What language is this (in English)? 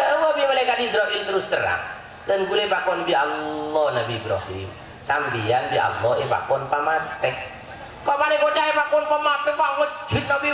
Madurese